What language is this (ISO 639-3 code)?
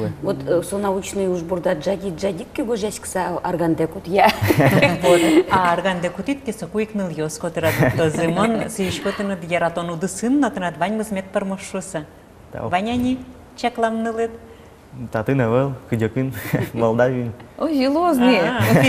udm